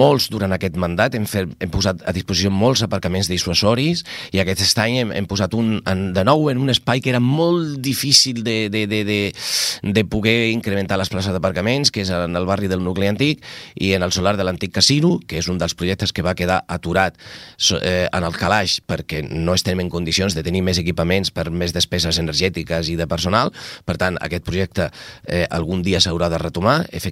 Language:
Catalan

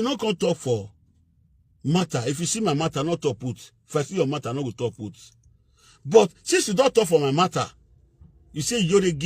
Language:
Nigerian Pidgin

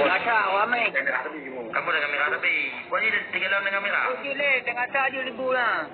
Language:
Achinese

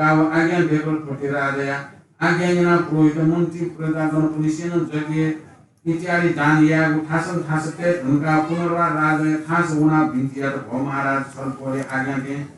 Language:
Newari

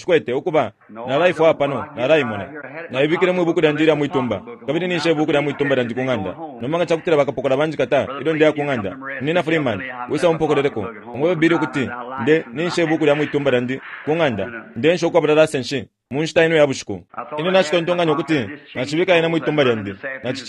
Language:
Bemba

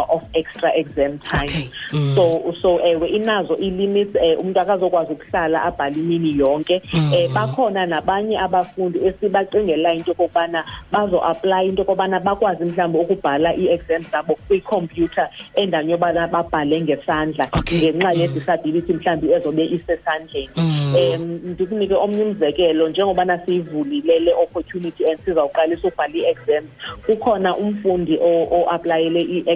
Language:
Xhosa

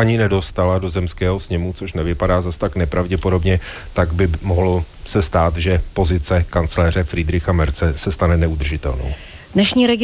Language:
Czech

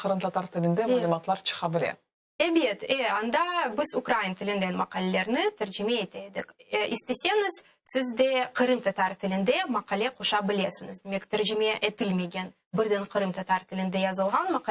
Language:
Crimean Tatar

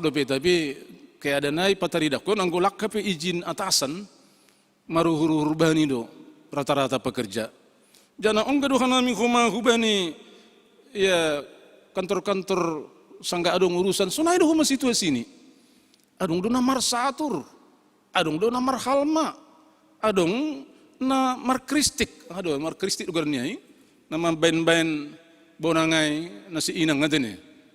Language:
Batak Simalungun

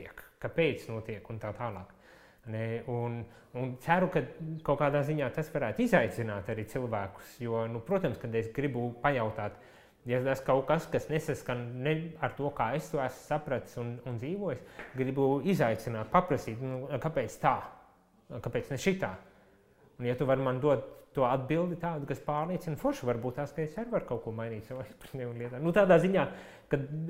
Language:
Latvian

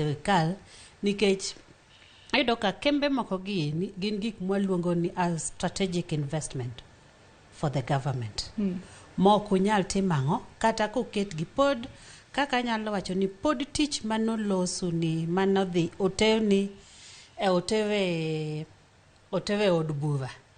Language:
Luo (Kenya and Tanzania)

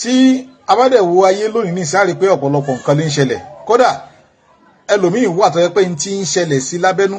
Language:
Yoruba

